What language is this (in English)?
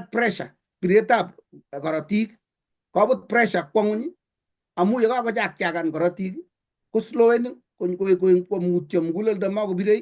Kalenjin